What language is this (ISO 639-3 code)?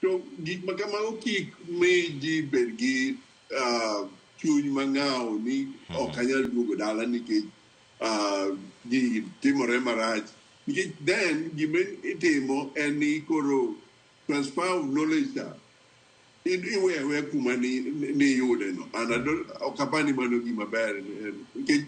luo